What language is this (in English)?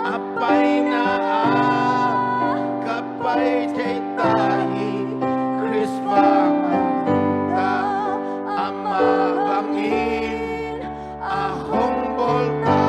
Tedim Chin